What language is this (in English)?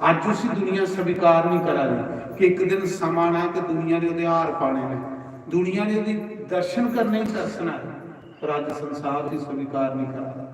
Dogri